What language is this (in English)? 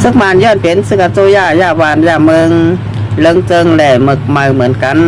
Shan